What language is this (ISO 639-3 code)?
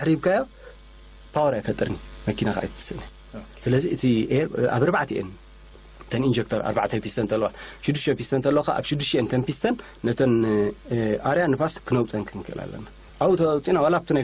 tir